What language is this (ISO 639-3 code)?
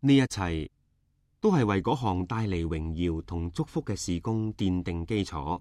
yue